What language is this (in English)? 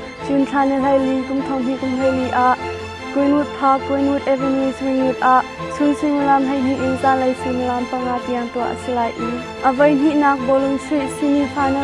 Hakha Chin